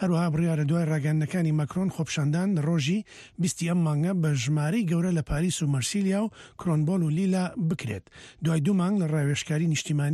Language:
Central Kurdish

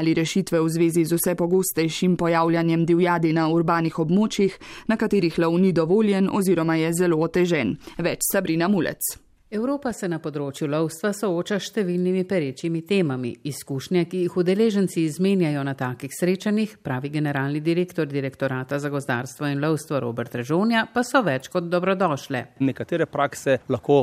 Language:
Slovenian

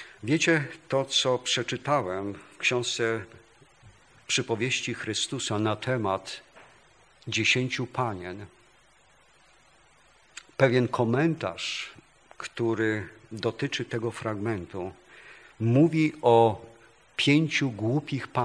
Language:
Polish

